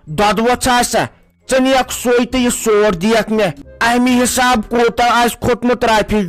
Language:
Kashmiri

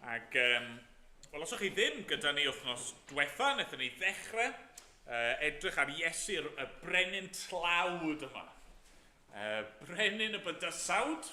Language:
Welsh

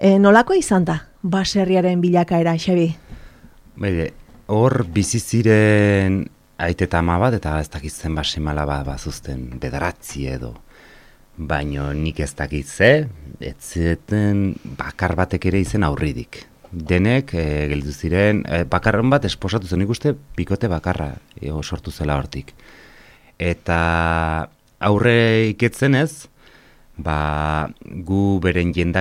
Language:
Basque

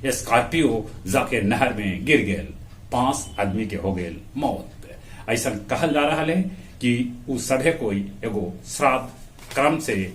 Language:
Magahi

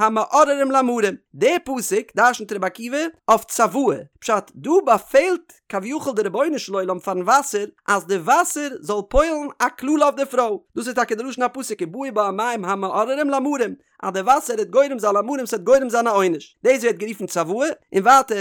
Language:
Yiddish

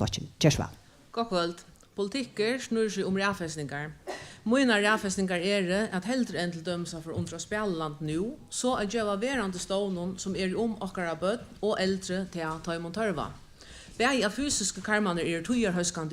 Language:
Faroese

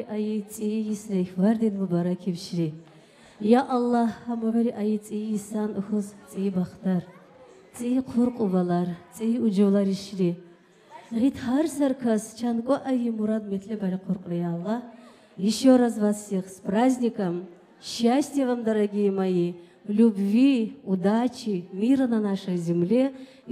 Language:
Tabassaran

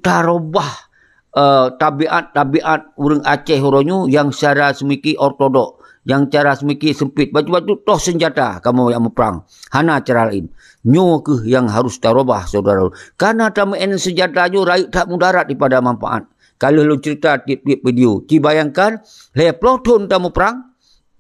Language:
Achinese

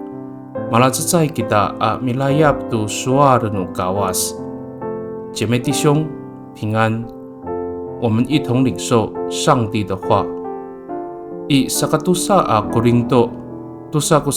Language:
Amis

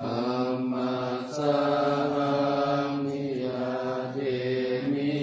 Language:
Pali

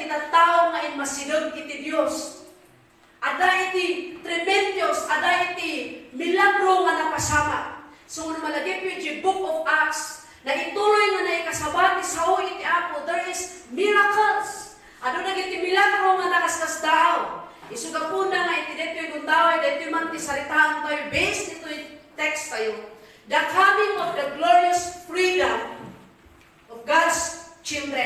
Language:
Iloko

